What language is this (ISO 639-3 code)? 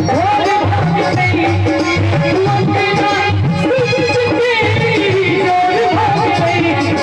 mai